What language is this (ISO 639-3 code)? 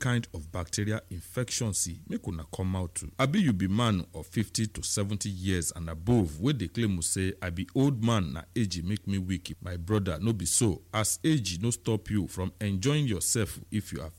pcm